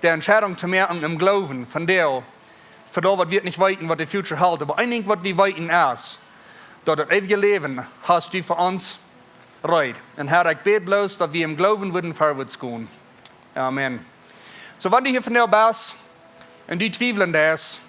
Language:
Plautdietsch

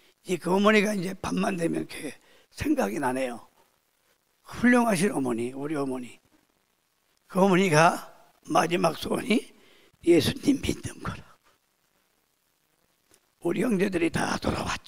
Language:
Korean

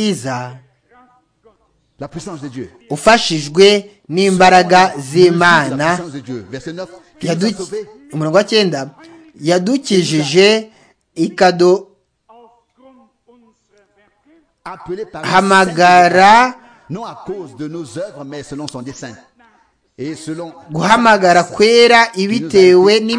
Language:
Kinyarwanda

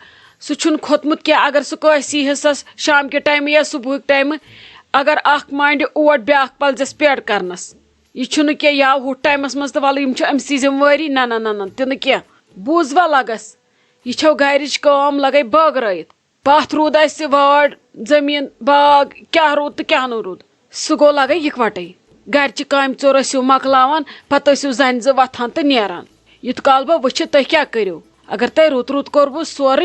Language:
Kashmiri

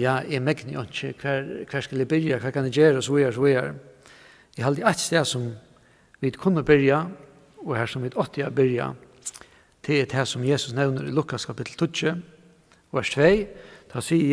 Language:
Faroese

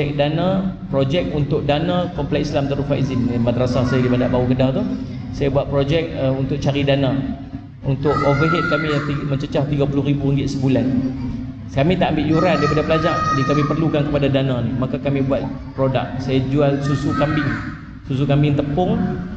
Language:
Malay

